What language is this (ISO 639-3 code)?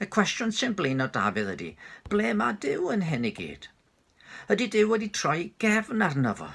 cym